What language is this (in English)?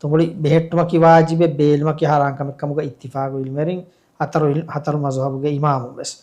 Divehi